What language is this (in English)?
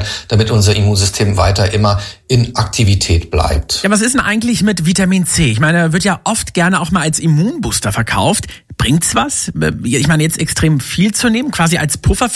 German